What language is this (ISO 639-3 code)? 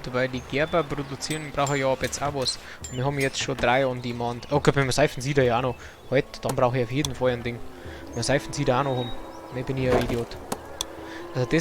bar